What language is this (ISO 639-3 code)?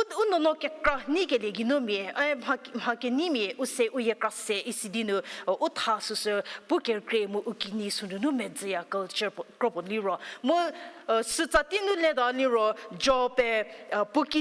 njm